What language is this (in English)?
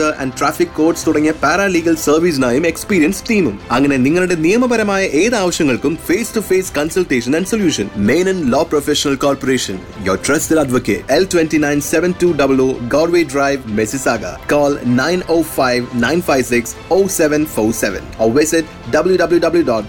Malayalam